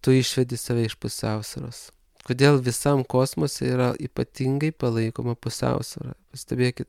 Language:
Lithuanian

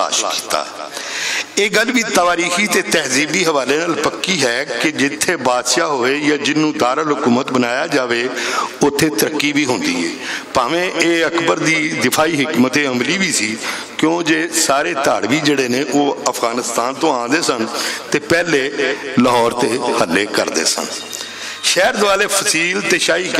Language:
Western Panjabi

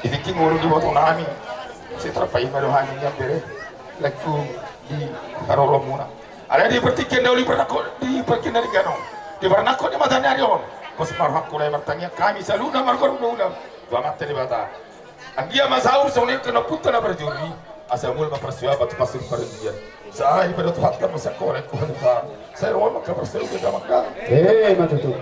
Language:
Batak Toba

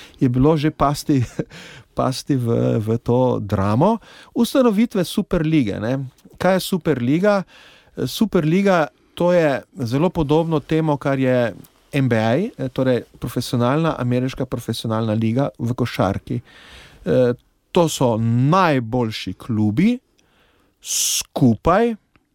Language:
Slovenian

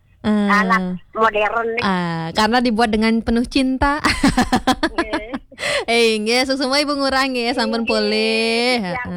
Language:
Balinese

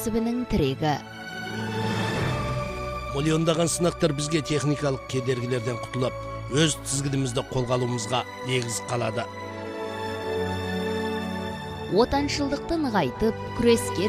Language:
Kazakh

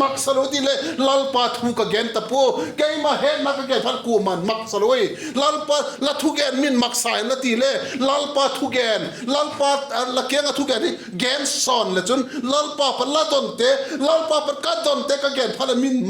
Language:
Vaiphei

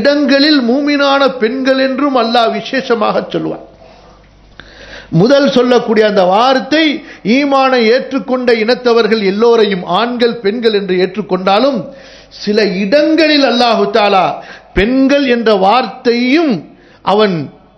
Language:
Tamil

